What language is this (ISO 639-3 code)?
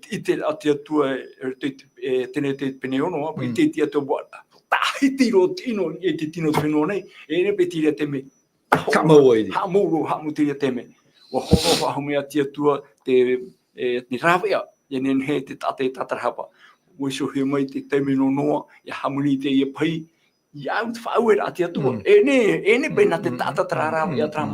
tah